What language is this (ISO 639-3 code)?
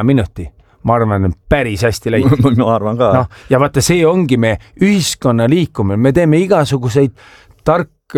est